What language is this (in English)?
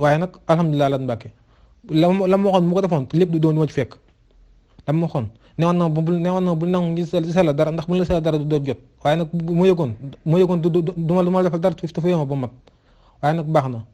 Wolof